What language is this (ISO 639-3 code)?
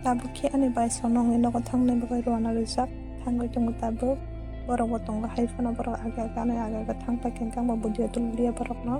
trp